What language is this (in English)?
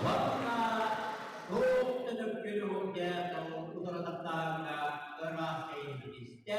Yakut